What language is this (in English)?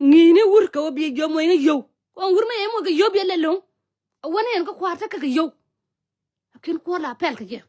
Nuer